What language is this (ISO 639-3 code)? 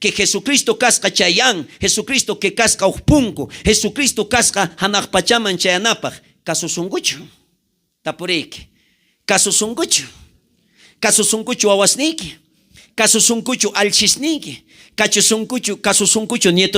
quh